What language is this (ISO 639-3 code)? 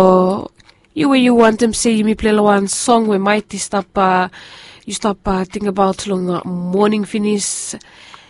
bis